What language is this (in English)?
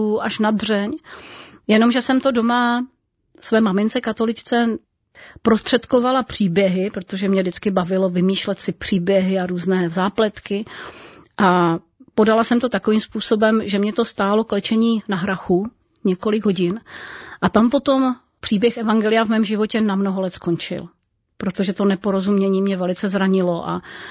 Czech